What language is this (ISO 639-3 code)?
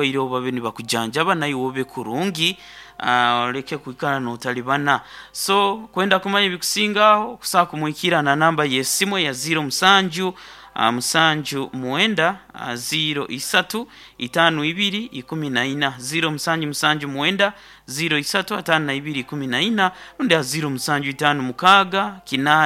nyo